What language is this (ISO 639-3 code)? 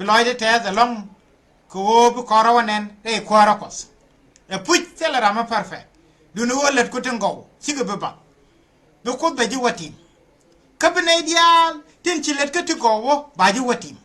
nus